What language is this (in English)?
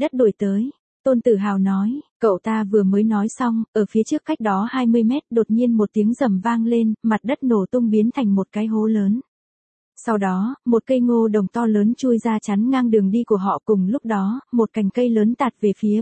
Vietnamese